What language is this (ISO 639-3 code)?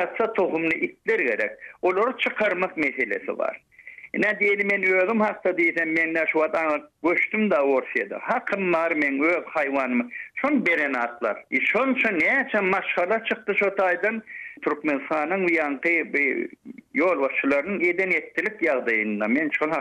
tuk